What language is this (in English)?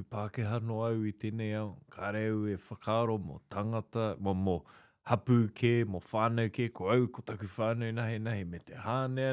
Māori